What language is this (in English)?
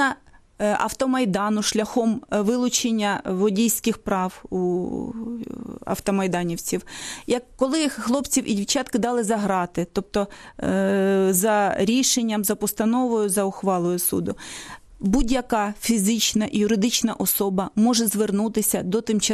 Ukrainian